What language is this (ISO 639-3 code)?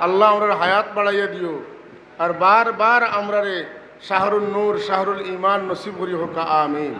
syl